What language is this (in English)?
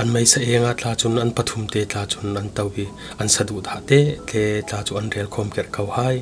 Falam Chin